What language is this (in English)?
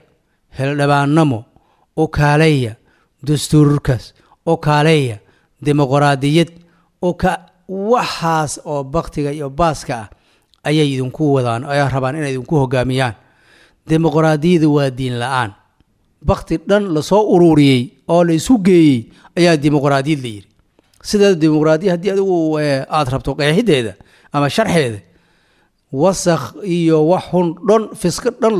Somali